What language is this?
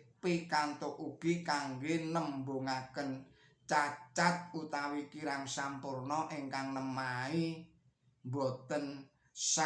Javanese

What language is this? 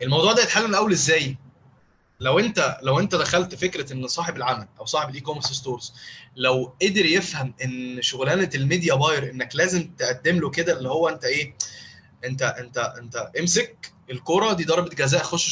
Egyptian Arabic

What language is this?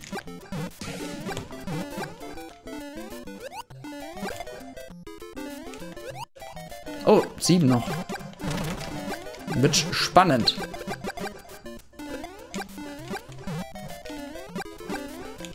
German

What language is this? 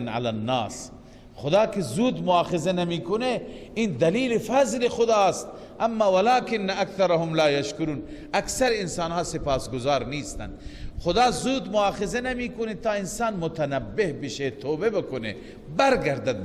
Persian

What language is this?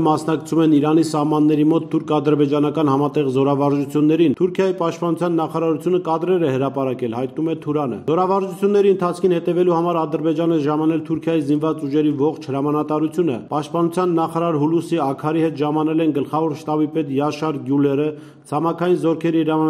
Armenian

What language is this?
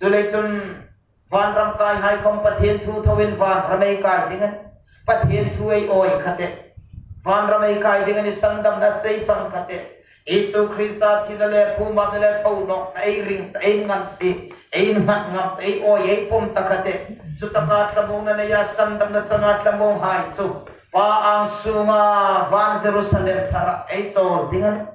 Hmar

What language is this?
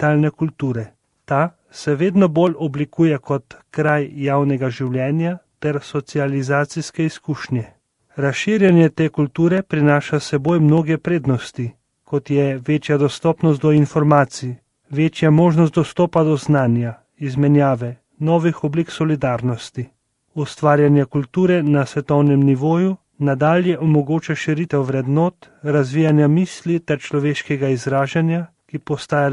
Slovenian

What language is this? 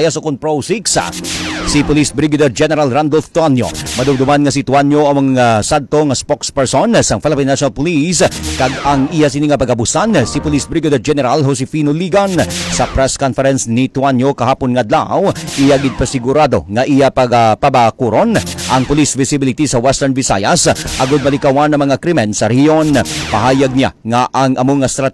Hiligaynon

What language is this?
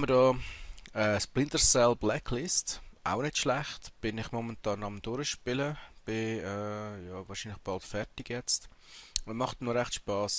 Swiss German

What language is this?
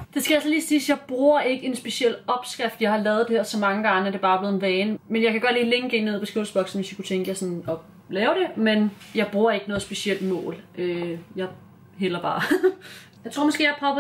Danish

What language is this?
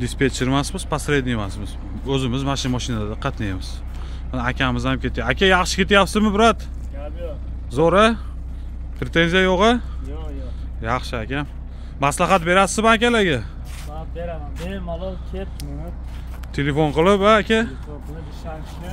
Uzbek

